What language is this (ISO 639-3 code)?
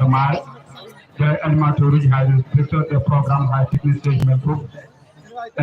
ful